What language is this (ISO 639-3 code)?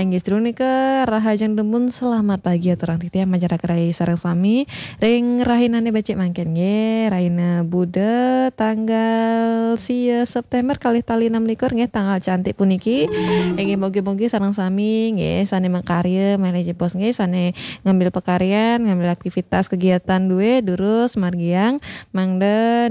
ban